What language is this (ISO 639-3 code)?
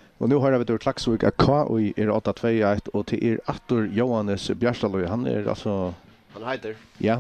fao